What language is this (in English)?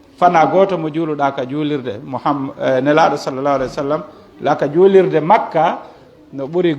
Pular